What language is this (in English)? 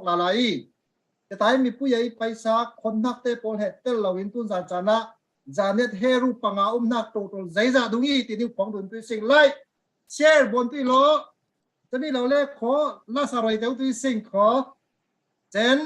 Falam Chin